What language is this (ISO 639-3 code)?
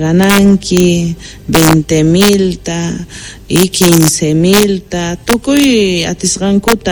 quh